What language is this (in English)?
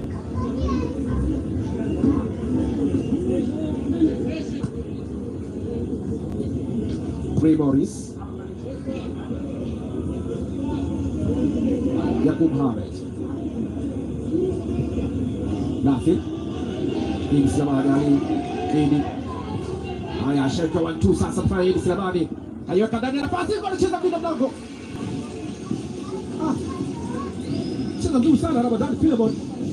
Swahili